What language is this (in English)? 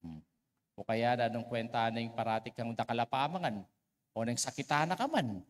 Pampanga